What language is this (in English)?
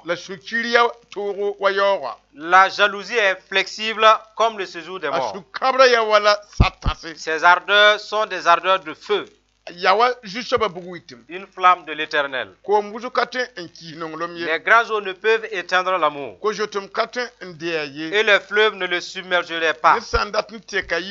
Mossi